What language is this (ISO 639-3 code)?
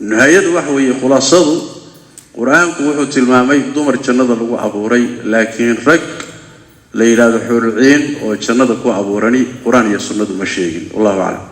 som